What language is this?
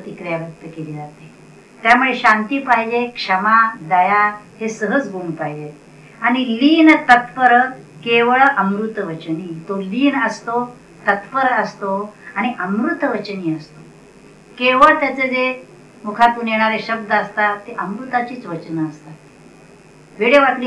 Marathi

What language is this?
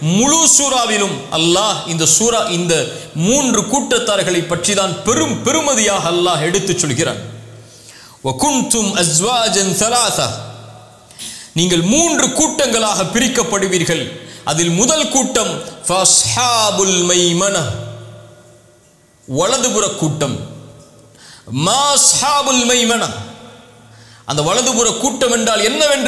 Tamil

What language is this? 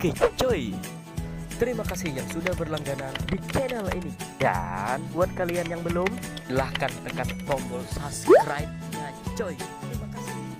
Banjar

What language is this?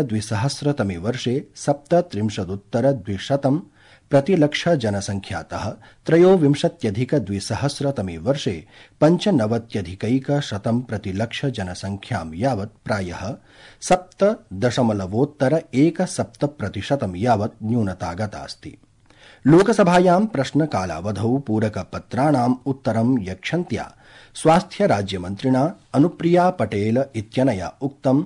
Sanskrit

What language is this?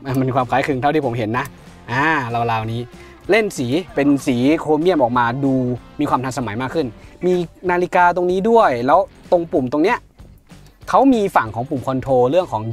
Thai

